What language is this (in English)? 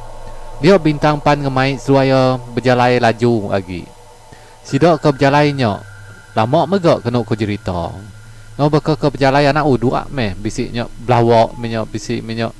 Iban